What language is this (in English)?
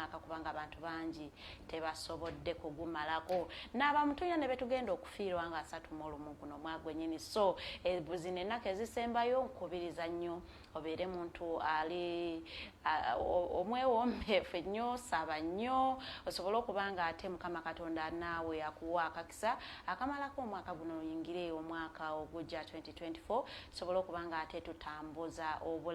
Ganda